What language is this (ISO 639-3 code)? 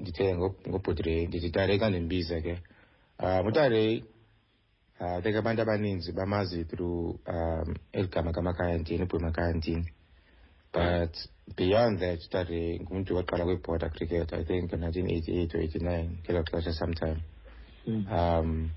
xho